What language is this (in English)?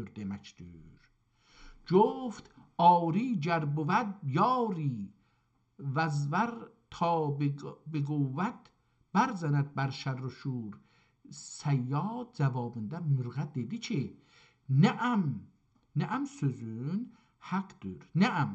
South Azerbaijani